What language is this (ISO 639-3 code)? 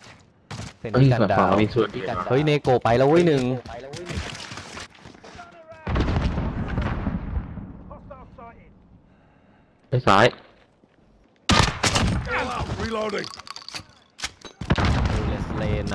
tha